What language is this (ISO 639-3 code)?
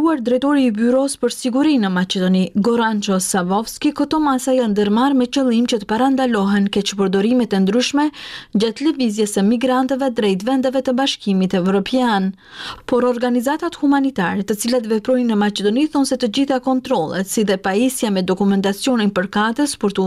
sqi